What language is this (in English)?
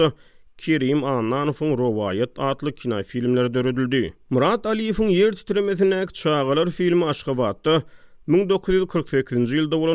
Turkmen